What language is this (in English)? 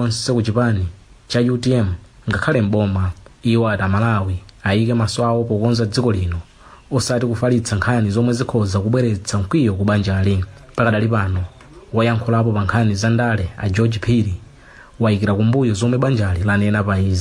Nyanja